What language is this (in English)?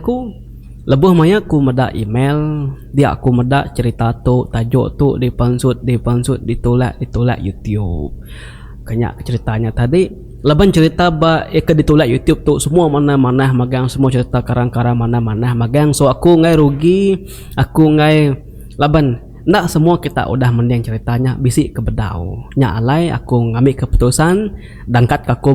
Iban